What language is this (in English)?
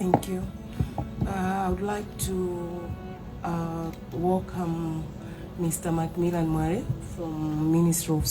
Nyanja